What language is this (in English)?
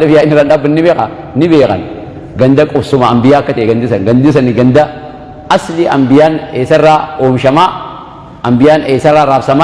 Oromo